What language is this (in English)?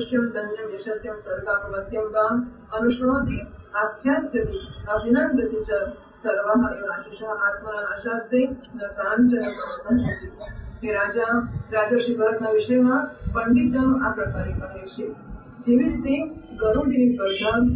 Gujarati